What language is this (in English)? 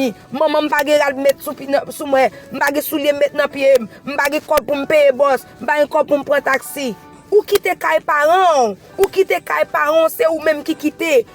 Haitian Creole